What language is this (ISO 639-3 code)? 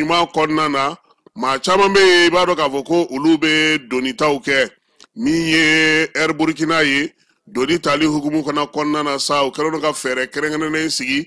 bam